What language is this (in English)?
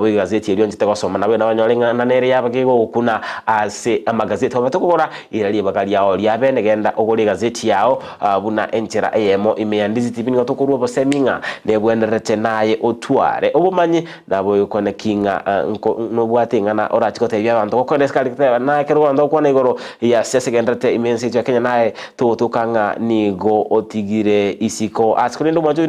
Gusii